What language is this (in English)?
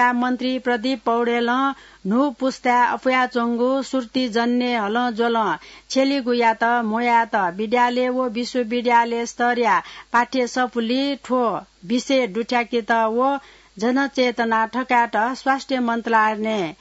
Newari